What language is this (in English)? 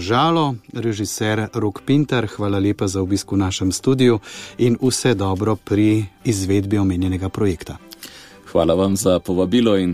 Slovenian